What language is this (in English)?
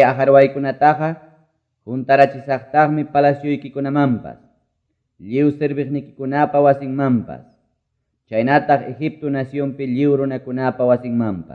Quechua